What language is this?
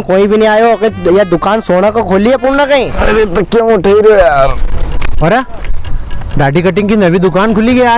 Rajasthani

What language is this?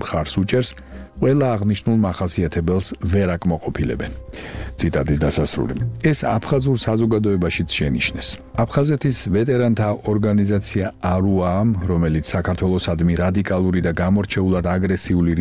Georgian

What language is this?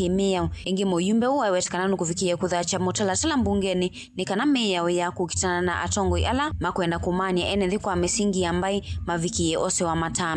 Kamba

